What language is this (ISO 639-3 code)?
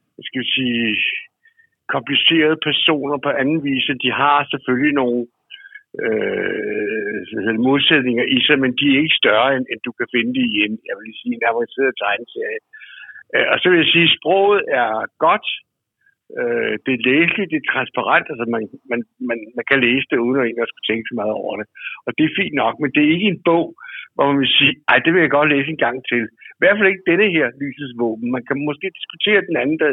dan